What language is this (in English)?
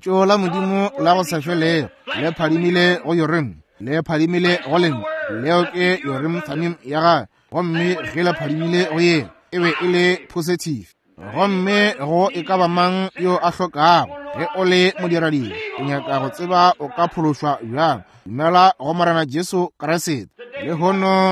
Northern Sotho